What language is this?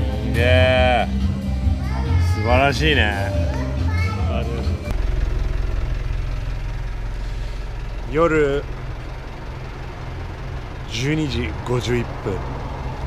Japanese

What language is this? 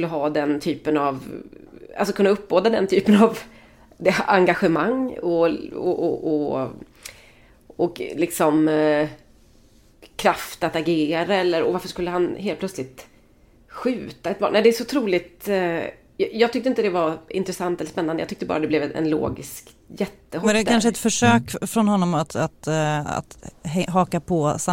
Swedish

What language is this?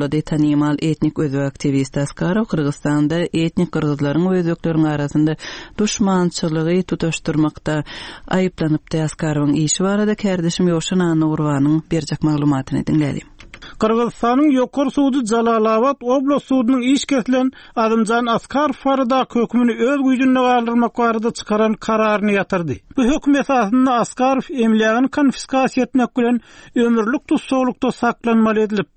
Turkmen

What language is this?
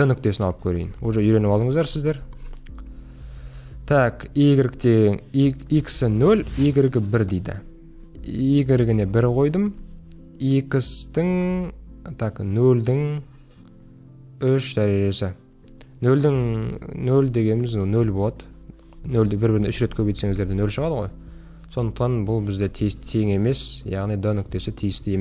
Kazakh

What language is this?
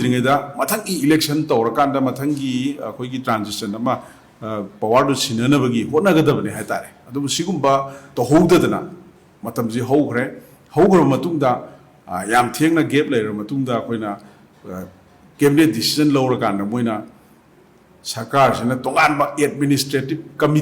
Manipuri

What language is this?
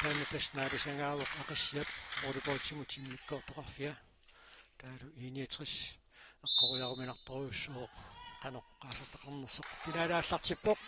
Kalaallisut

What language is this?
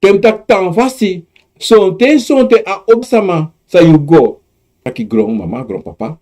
Sranan Tongo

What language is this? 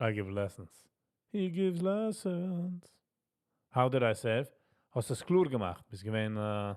Yiddish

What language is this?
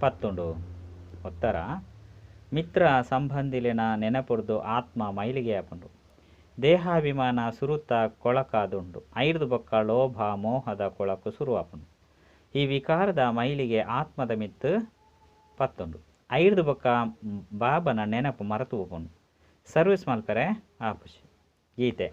Tulu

